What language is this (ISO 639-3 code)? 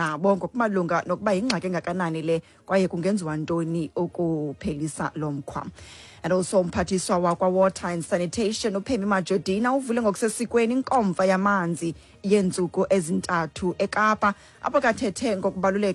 xho